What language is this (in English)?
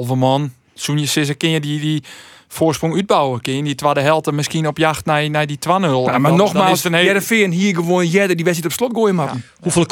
Western Frisian